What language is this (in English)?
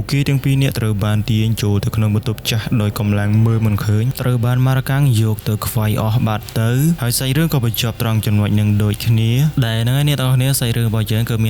Khmer